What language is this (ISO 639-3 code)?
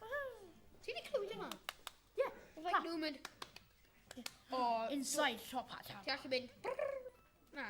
cym